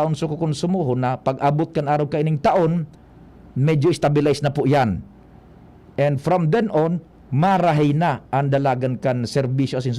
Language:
Bikol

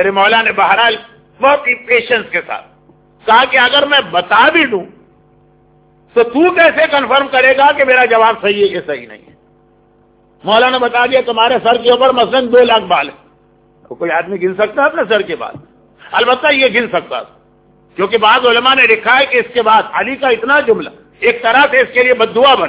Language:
Urdu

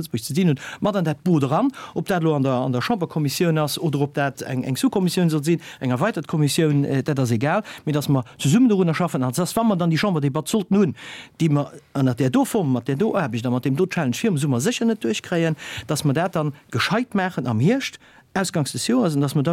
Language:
Luxembourgish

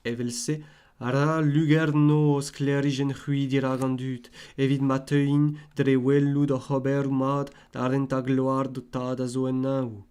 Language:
Breton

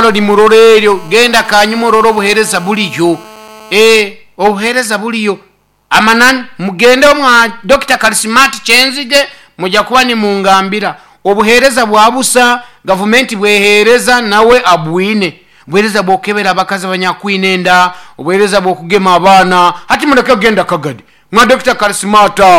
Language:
Nyoro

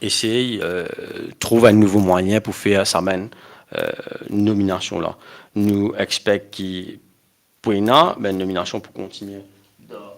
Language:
Morisyen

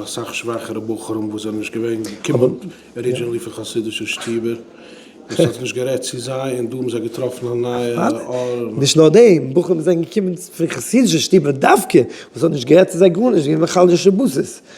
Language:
Yiddish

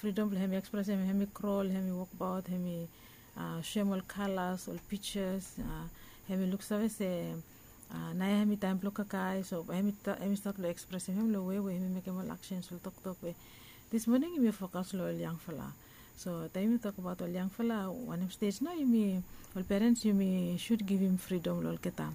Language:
Bislama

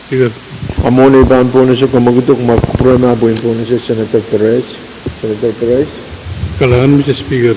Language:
Pohnpeian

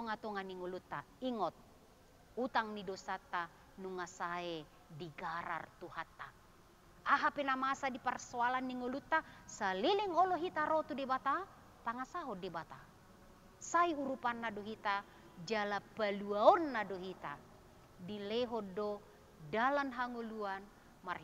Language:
Batak Toba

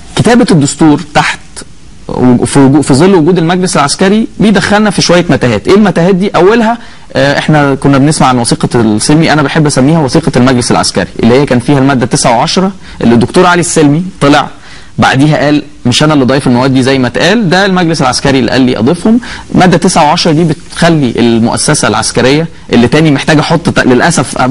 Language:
Egyptian Arabic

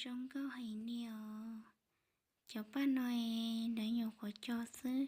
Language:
Hmong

